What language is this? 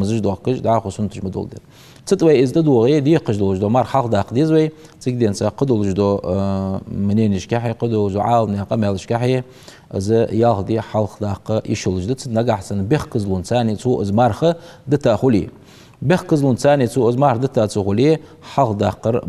Ingush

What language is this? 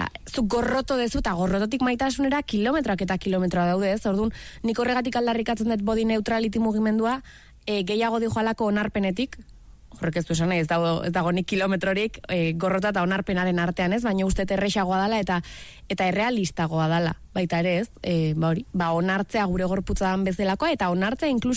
Basque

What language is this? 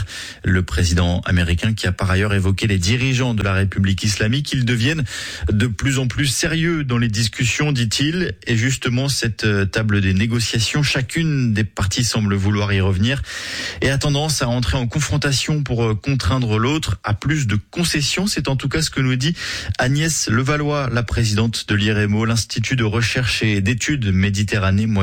French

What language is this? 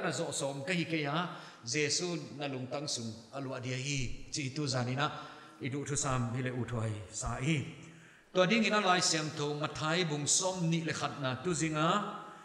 Paite Chin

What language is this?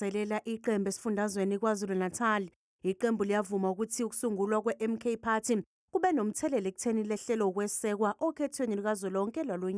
Zulu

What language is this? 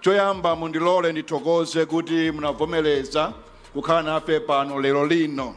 Nyanja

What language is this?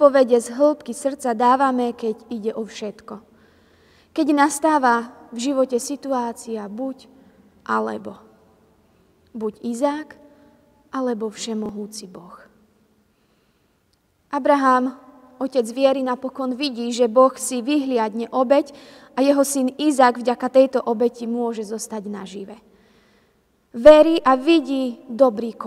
Slovak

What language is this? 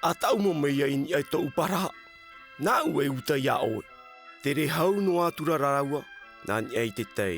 Tahitian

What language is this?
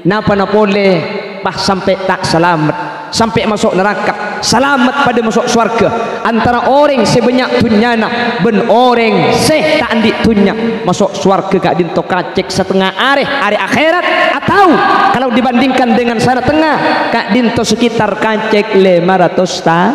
Madurese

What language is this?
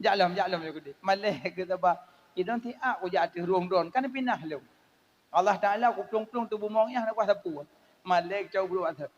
Achinese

